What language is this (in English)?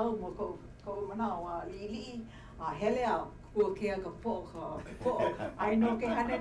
Hawaiian